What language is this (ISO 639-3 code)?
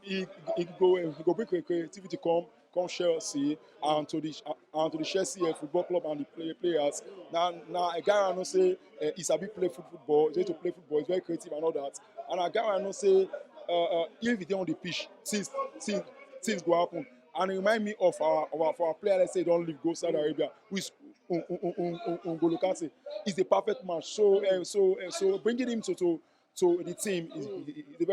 pcm